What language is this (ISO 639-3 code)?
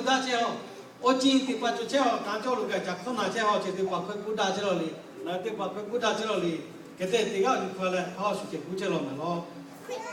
lhu